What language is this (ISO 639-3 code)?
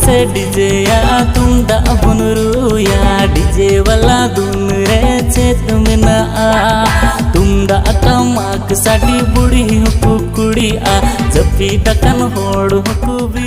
sat